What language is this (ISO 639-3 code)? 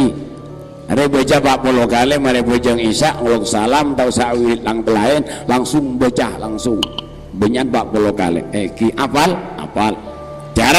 mad